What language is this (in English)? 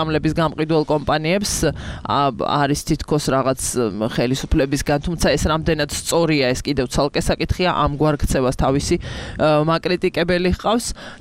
Georgian